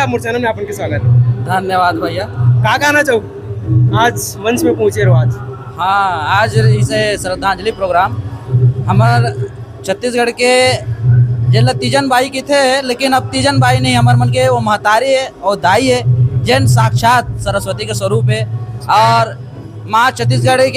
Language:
Chhattisgarhi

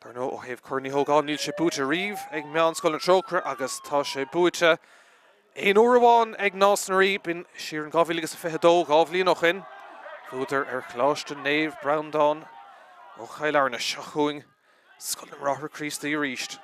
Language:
Irish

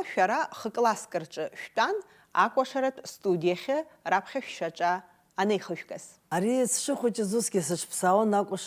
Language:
Abkhazian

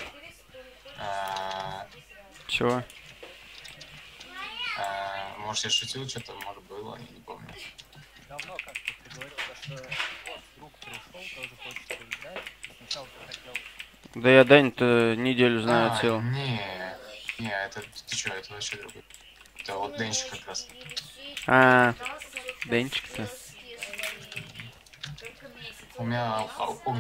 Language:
Russian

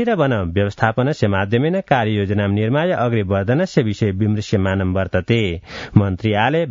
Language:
Sanskrit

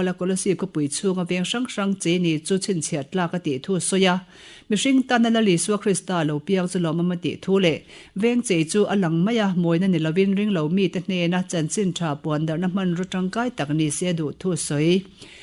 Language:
Mizo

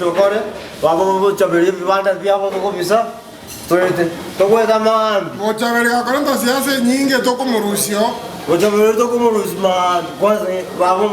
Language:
Gusii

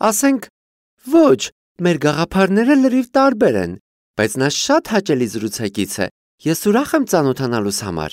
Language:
Armenian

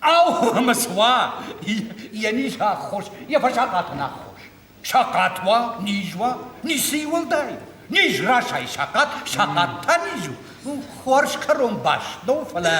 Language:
Ossetic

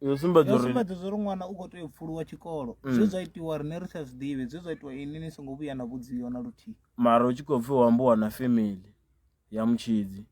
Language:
Venda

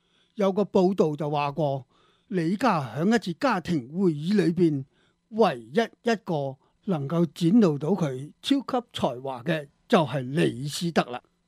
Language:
Cantonese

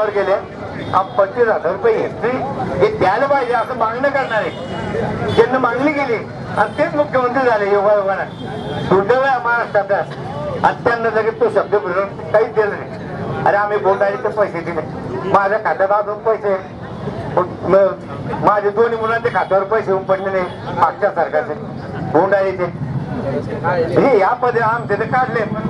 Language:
Marathi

